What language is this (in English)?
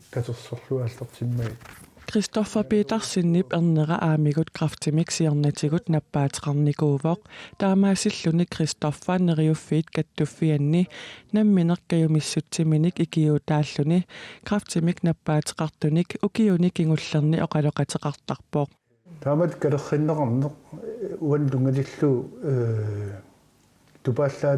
Kalaallisut